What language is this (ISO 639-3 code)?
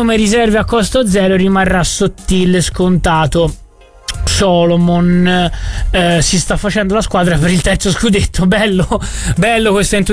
ita